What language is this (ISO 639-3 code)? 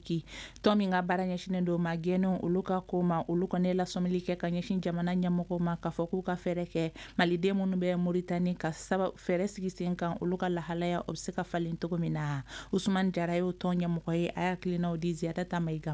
bam